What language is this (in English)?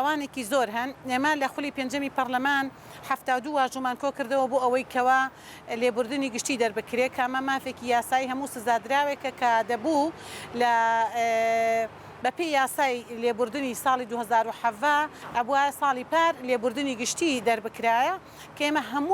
Central Kurdish